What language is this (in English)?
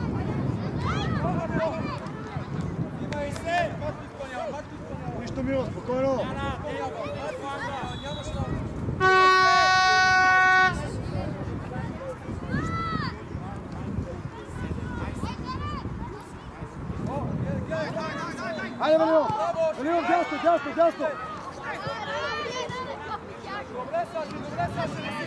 Bulgarian